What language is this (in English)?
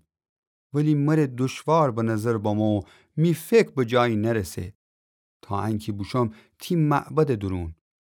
Gilaki